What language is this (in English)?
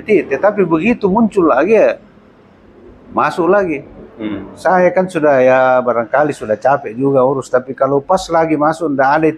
Indonesian